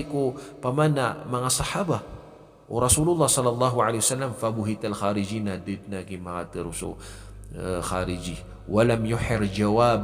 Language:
Maranao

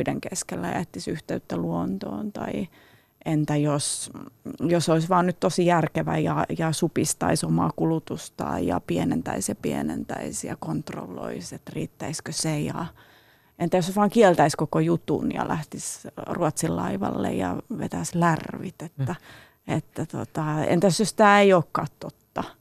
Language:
Finnish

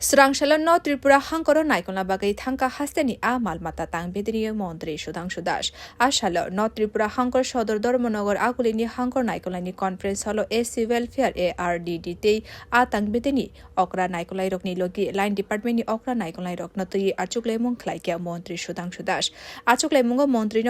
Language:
Kok Borok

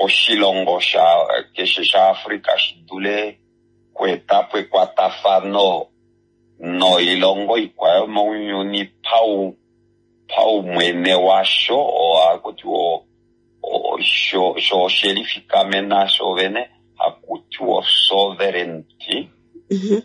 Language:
Kuanyama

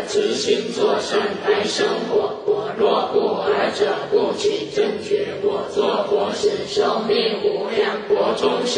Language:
Chinese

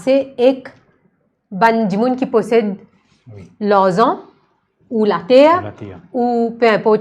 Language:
Morisyen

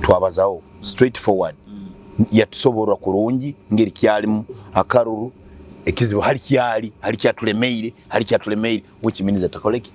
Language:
Nyoro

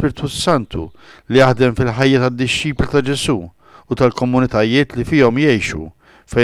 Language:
Maltese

